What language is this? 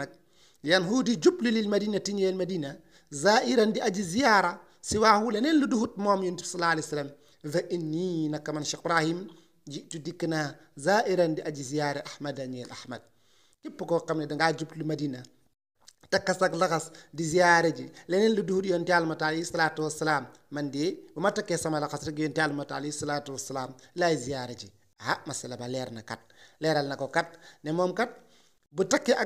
Wolof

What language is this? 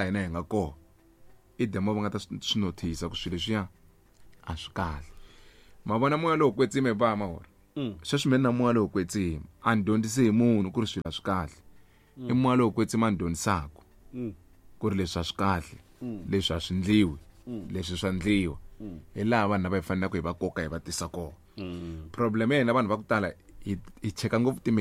Tsonga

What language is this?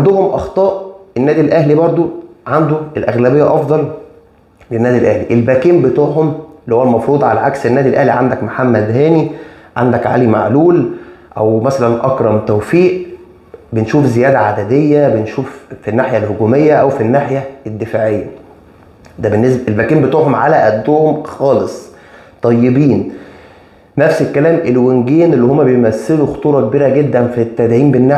Egyptian Arabic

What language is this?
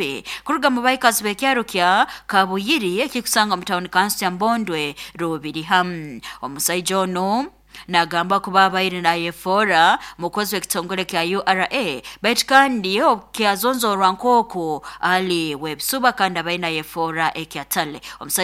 Nyoro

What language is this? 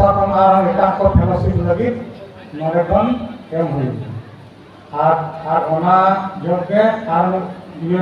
Santali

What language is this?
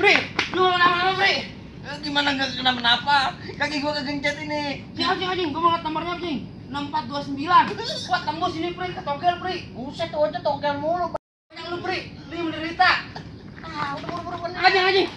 Betawi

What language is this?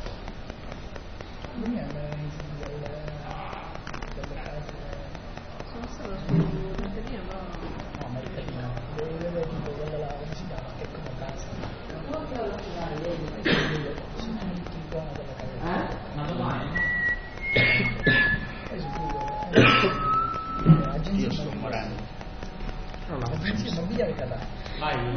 Italian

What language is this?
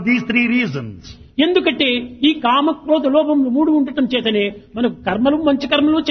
Telugu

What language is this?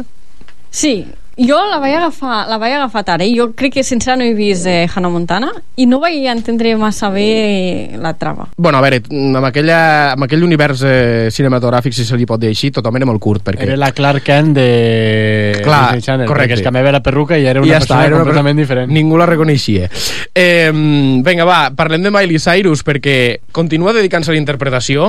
Catalan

